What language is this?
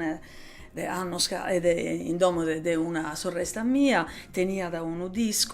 Sardinian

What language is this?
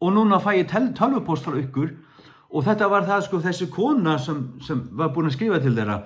Faroese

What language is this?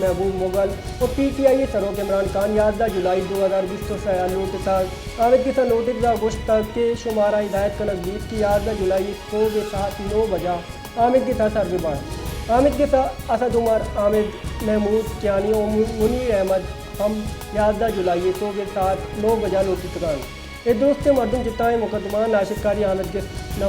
Baluchi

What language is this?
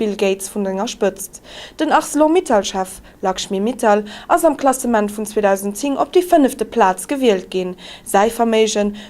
Luxembourgish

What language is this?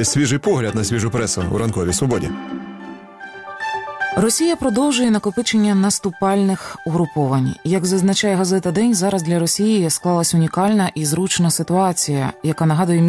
Ukrainian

